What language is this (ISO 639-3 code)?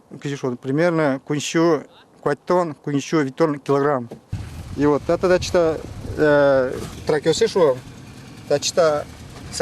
udm